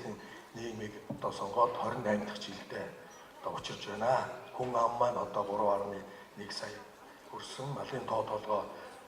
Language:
Mongolian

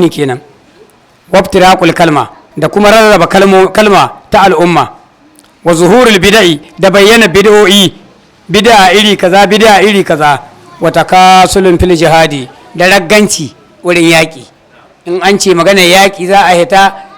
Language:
Hausa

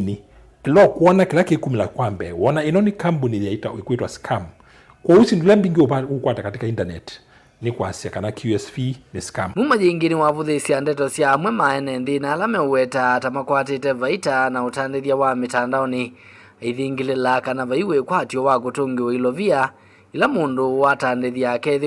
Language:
Kamba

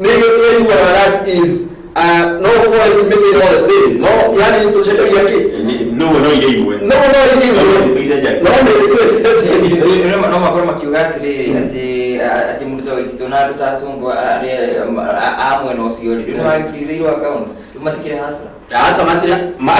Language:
Kikuyu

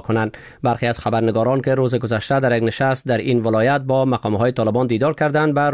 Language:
Persian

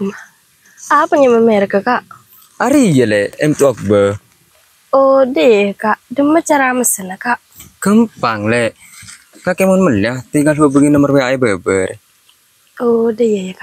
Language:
Madurese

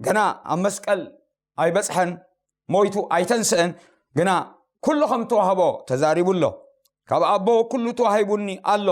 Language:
Tigrinya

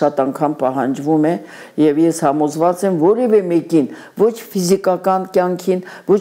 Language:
Armenian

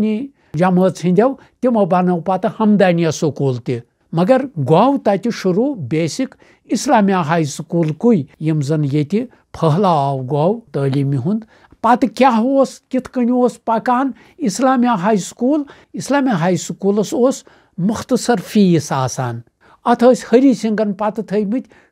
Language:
Kashmiri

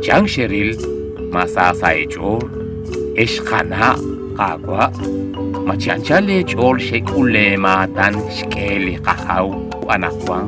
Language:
Kekchí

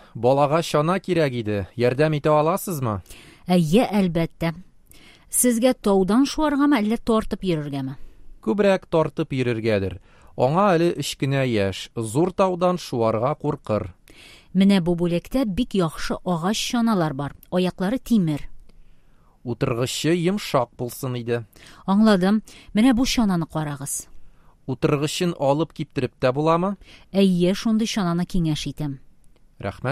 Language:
Tatar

